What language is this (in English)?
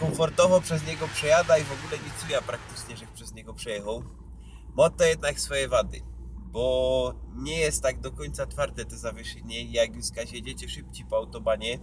Silesian